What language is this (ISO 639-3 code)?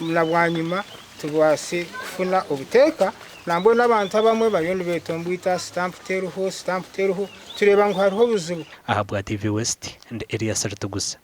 nyn